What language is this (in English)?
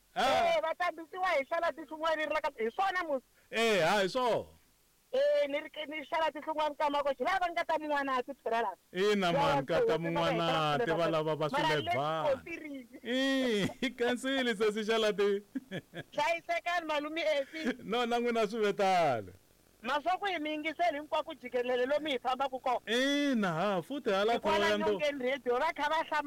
Tsonga